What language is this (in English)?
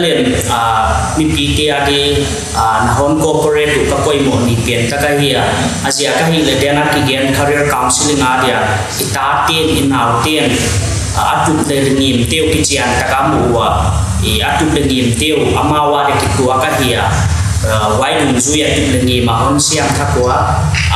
Paite Chin